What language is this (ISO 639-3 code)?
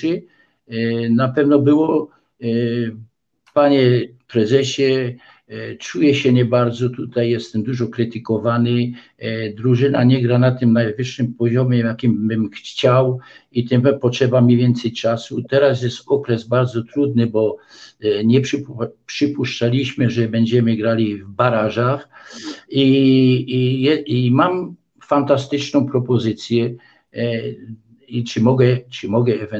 pol